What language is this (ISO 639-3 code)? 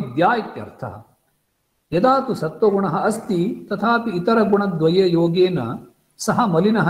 san